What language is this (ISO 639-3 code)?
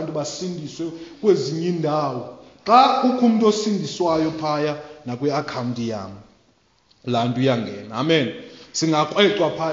xho